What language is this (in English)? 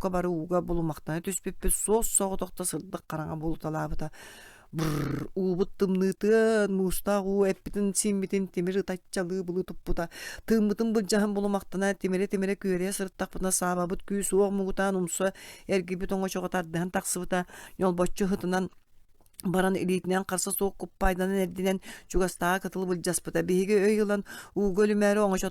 Yakut